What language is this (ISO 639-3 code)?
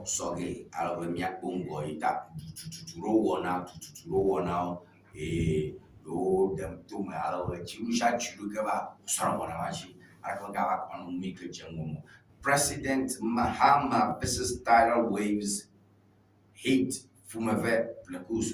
ewe